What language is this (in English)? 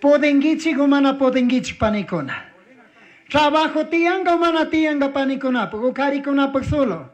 Chimborazo Highland Quichua